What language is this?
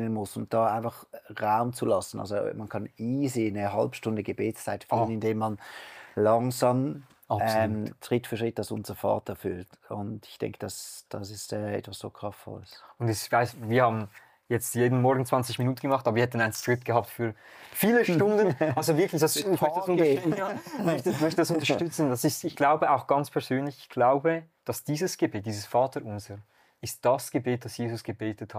Swiss German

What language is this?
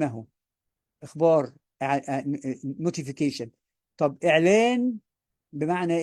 Egyptian Arabic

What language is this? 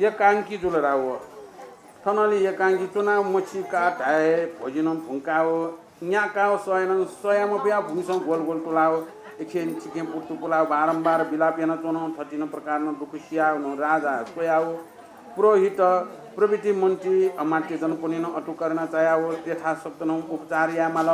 Newari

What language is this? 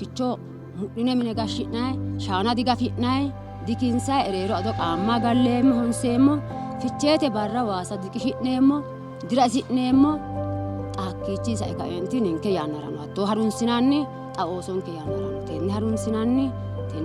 Sidamo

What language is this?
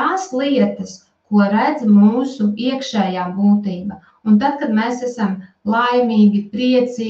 Latvian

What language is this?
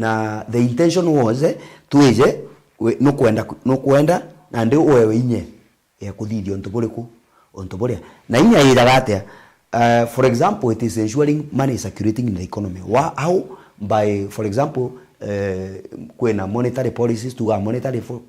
Meru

